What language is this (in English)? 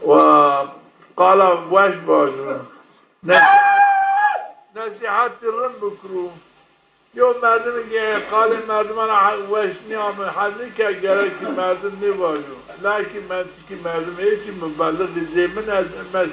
Zaza